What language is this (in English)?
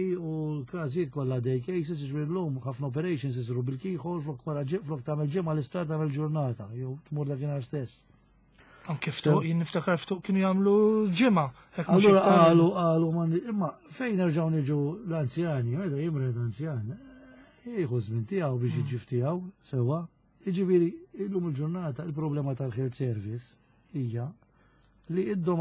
Maltese